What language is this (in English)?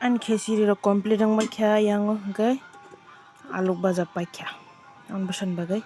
Kok Borok